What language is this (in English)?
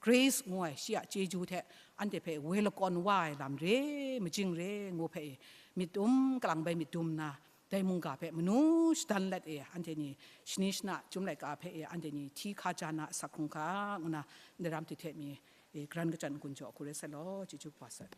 Kachin